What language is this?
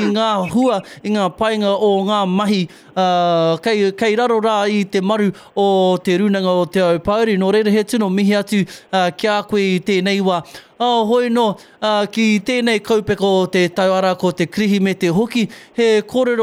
Māori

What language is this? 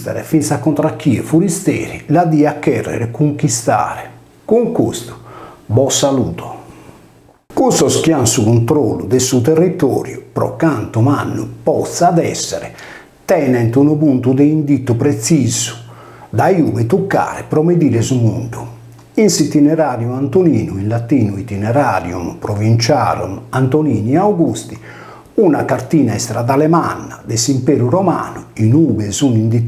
Sardinian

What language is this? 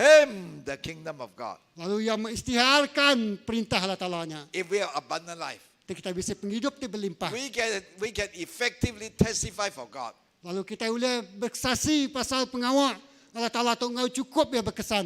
Iban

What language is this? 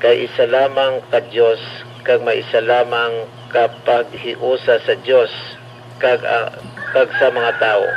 Hiligaynon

